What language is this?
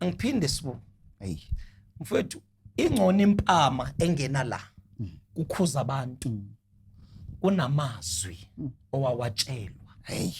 Zulu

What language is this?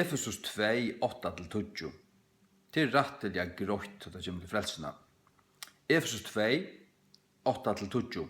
Faroese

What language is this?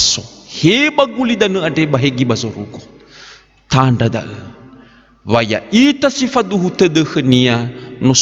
Nias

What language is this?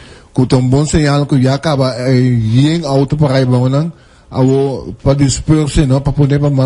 Papiamento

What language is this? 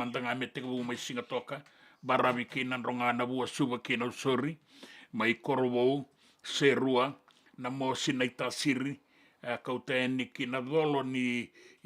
Fijian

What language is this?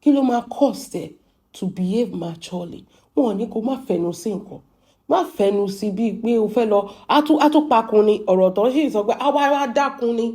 Yoruba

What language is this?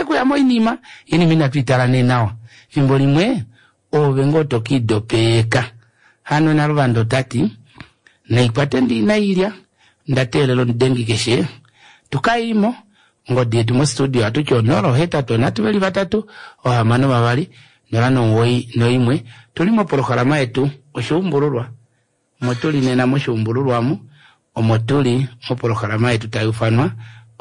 Kuanyama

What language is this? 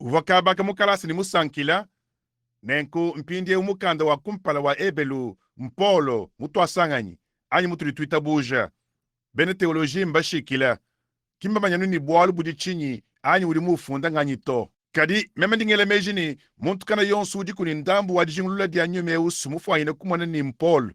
Luba-Lulua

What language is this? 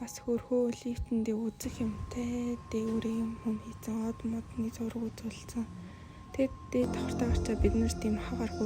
Mongolian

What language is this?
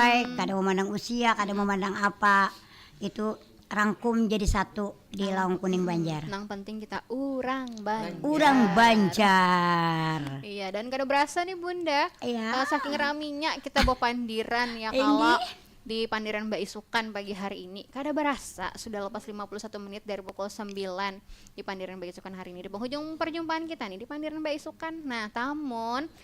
Banjar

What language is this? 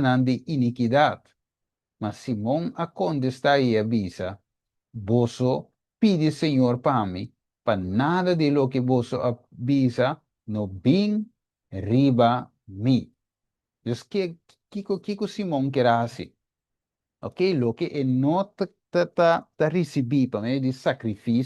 Papiamento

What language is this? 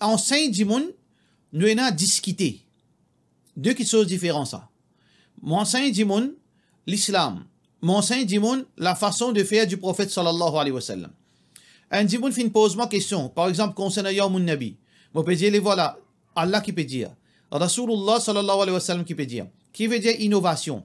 Morisyen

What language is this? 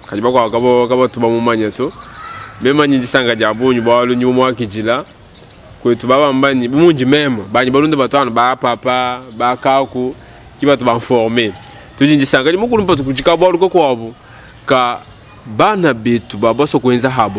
Luba-Lulua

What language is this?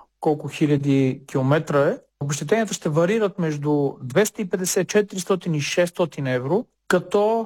Bulgarian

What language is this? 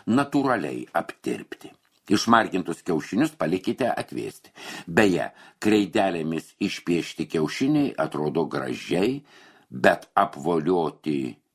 Lithuanian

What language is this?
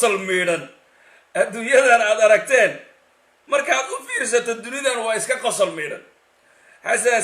Somali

